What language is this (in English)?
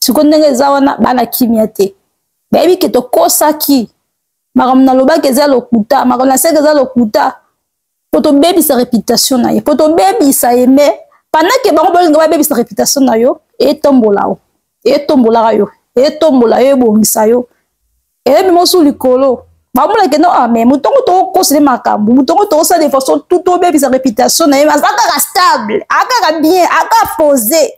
Lingala